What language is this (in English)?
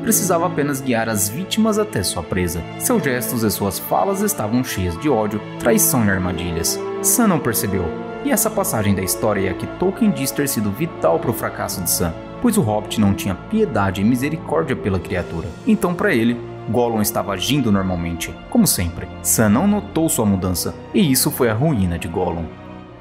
Portuguese